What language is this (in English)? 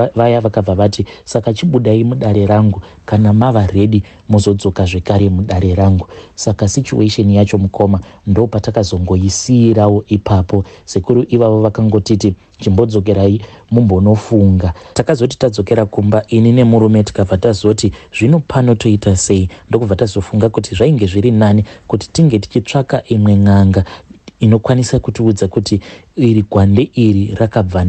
Shona